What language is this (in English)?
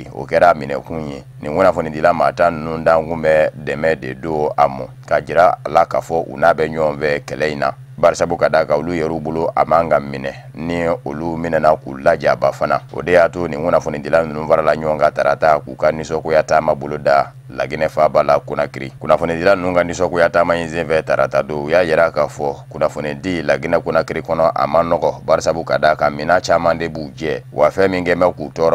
Bambara